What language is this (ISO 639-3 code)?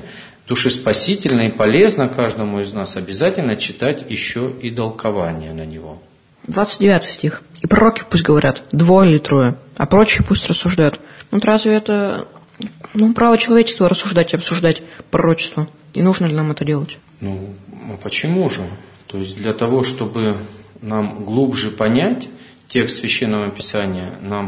rus